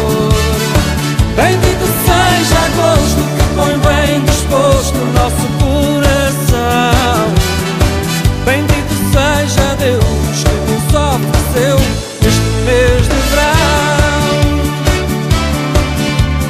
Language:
Portuguese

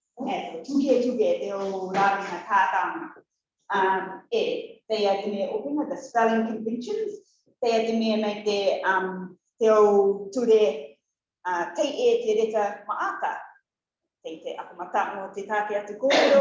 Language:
Rarotongan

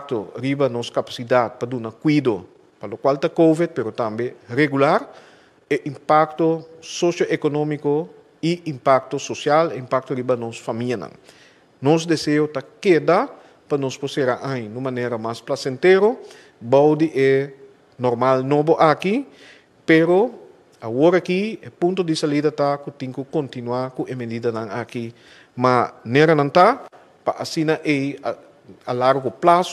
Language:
Papiamento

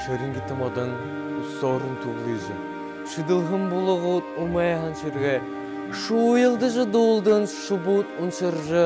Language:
Buriat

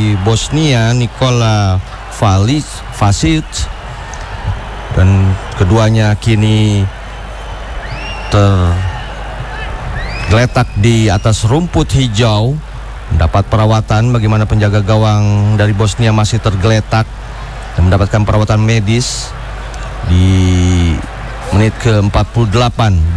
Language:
Indonesian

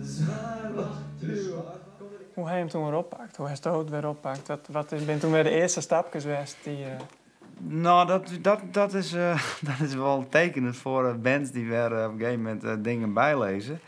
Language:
Western Frisian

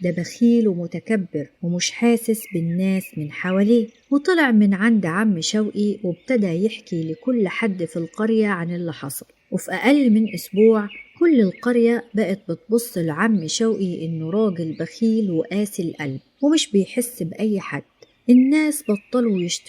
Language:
Egyptian Arabic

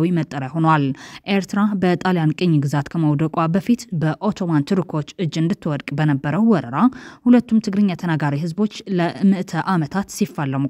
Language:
Amharic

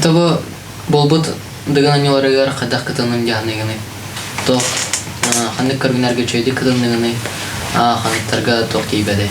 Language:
Yakut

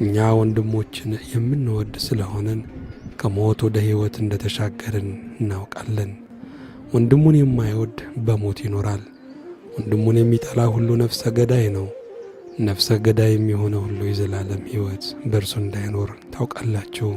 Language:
Amharic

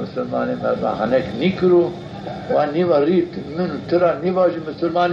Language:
Zaza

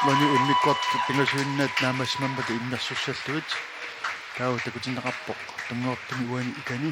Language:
Kalaallisut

